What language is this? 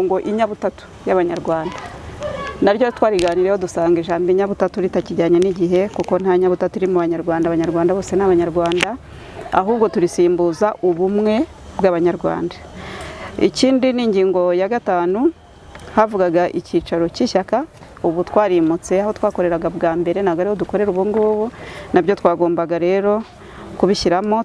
Kinyarwanda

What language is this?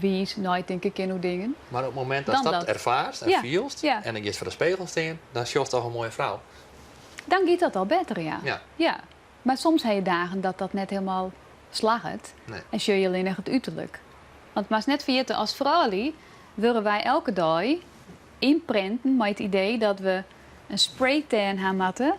Western Frisian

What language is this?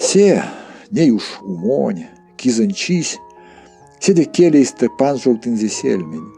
Erzya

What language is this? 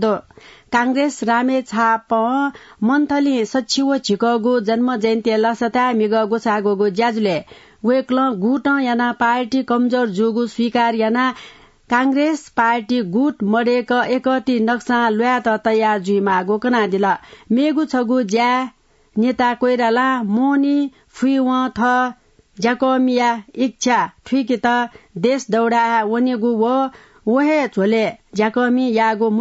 Newari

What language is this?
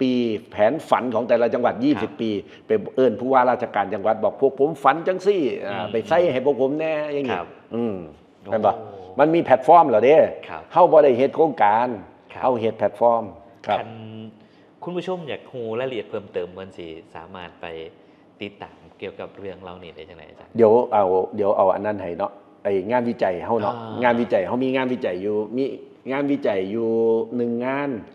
Northeastern Thai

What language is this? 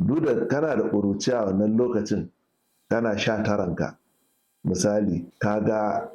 Hausa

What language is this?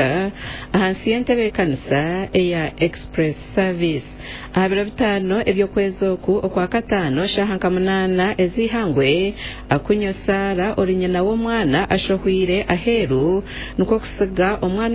Nyankole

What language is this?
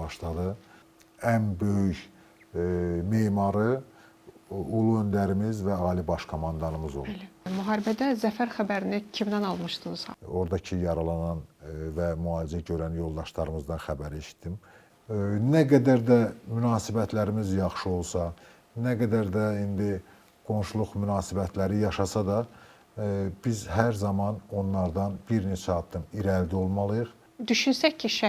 Azerbaijani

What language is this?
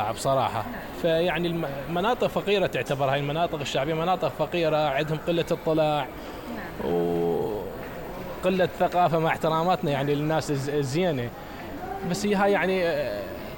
Mesopotamian Arabic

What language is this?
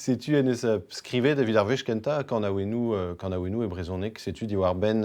Breton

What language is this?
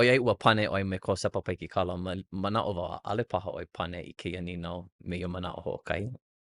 Hawaiian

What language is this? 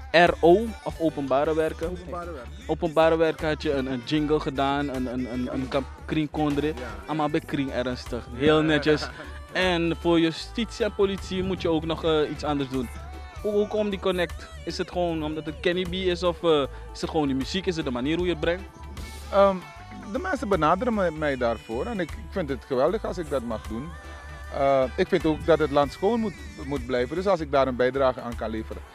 Dutch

